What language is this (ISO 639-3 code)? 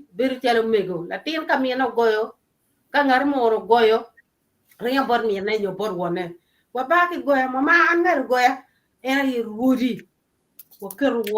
ach